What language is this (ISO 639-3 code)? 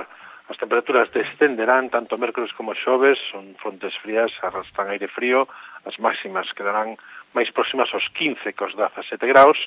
glg